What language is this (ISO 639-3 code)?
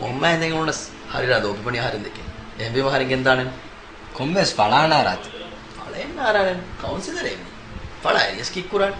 div